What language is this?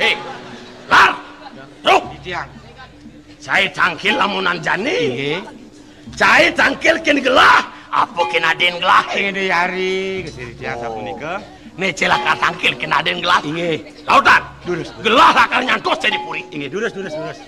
Balinese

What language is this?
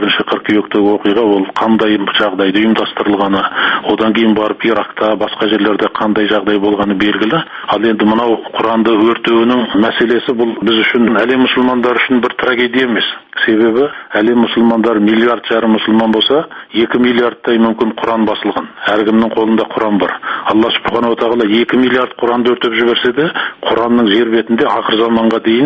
Kazakh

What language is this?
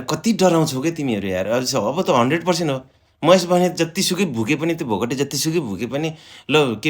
Nepali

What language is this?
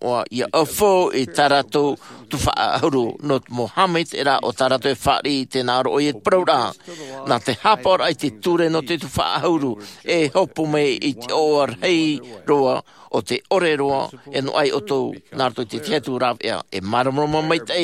Tahitian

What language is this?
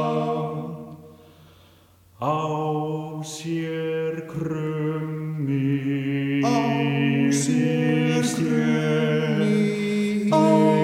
Icelandic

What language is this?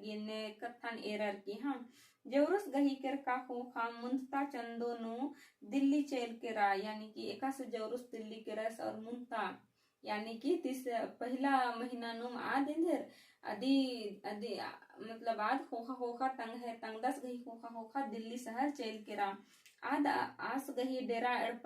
Kurukh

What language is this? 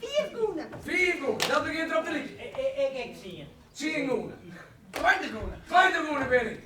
Western Frisian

